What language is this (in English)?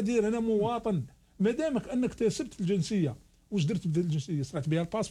Algerian Arabic